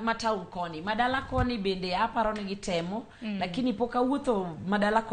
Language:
Luo (Kenya and Tanzania)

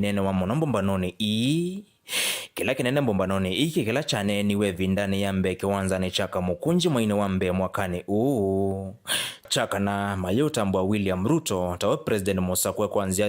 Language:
Kamba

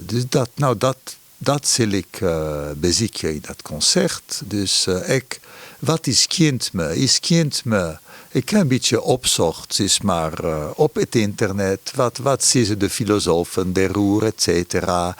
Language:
Western Frisian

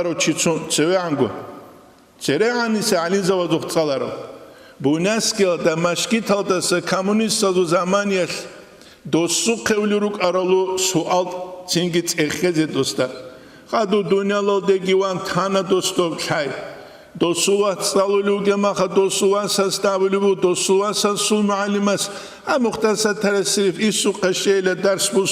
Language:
Avaric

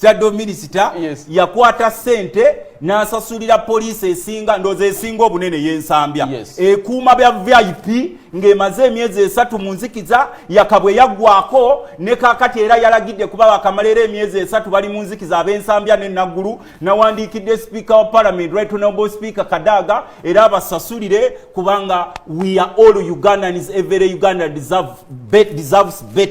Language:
Ganda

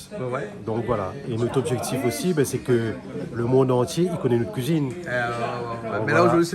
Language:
Réunion Creole French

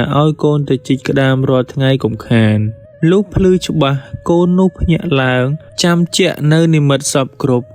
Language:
Khmer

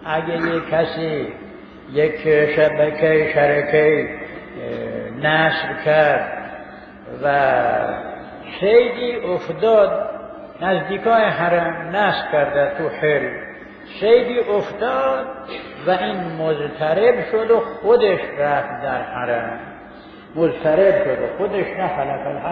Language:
Persian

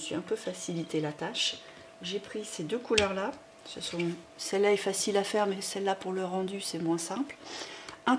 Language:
French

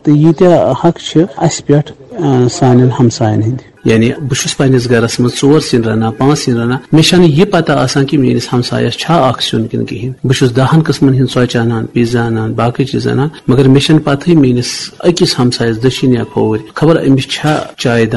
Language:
Kashmiri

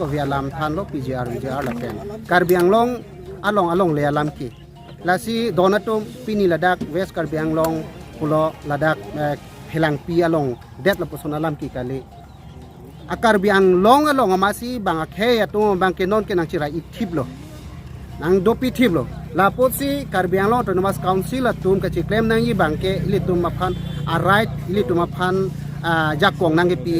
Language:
Karbi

